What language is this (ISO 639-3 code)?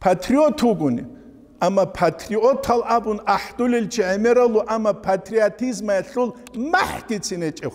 ava